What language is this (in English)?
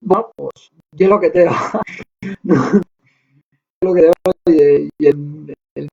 Asturian